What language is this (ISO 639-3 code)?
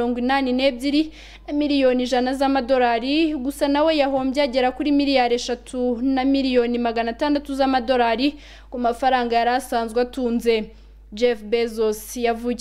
kin